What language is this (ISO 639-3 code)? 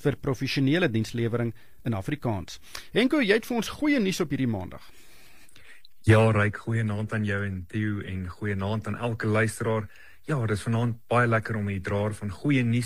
afr